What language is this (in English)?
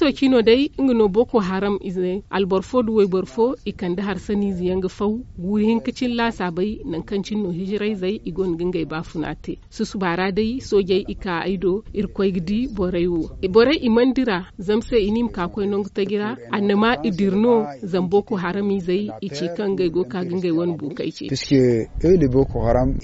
Zarma